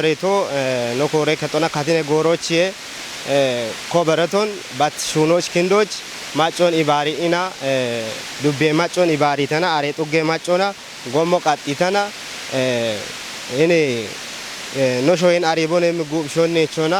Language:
Kafa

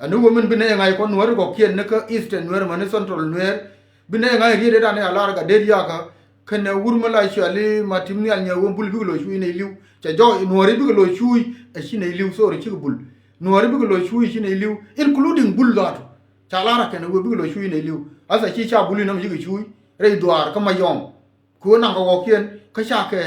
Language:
Nuer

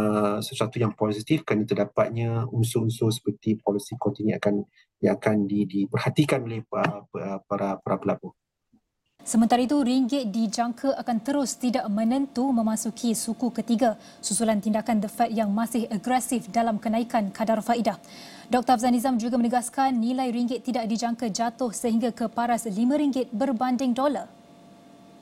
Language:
Malay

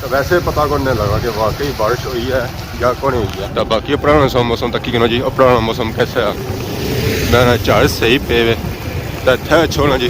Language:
Pahari-Potwari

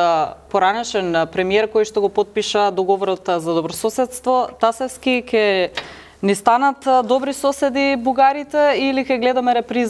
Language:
Macedonian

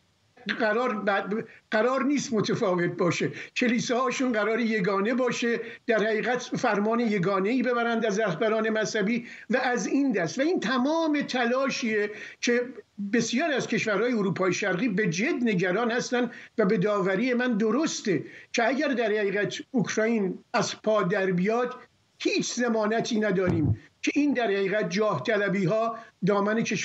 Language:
Persian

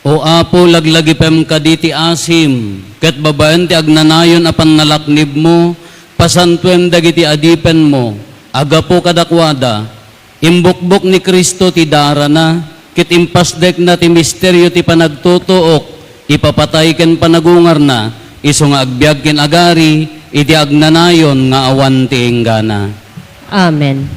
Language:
Iloko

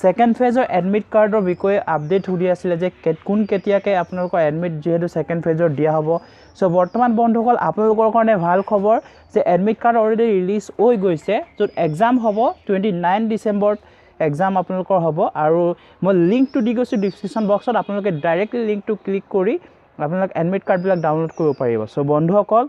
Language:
Assamese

